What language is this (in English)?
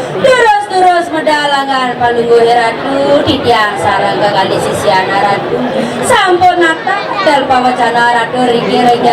Balinese